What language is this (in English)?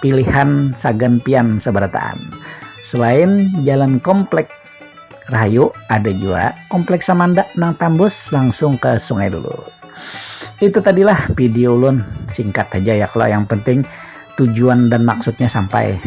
Banjar